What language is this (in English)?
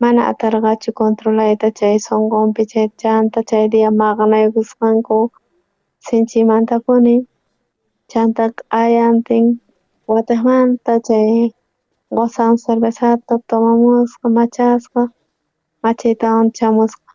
South Bolivian Quechua